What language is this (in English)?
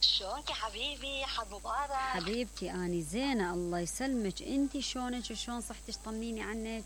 Mesopotamian Arabic